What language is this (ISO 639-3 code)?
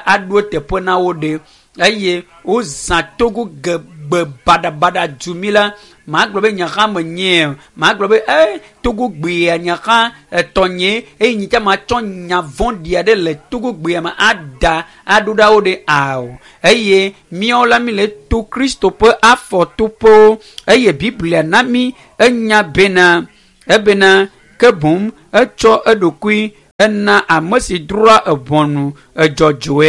ewe